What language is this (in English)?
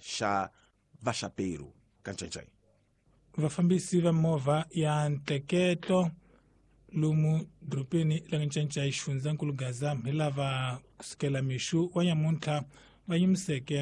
Tsonga